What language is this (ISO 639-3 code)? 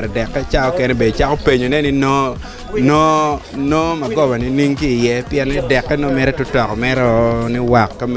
ach